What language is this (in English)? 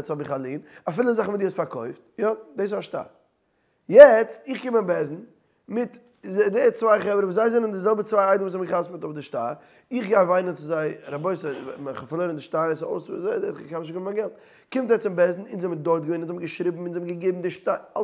Yiddish